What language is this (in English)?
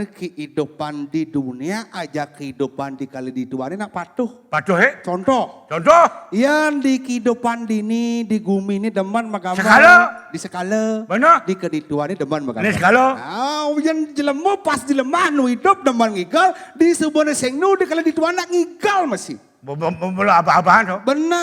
Balinese